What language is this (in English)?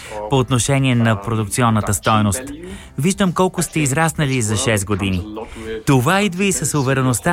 Bulgarian